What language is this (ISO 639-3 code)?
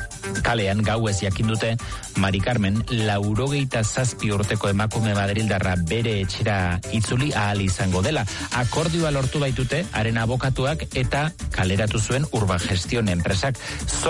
eus